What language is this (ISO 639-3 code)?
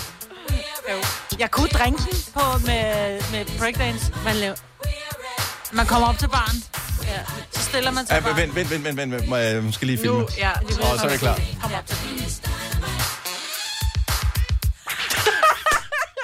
dan